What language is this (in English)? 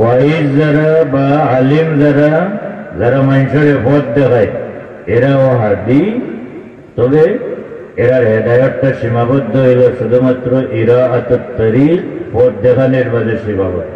Sylheti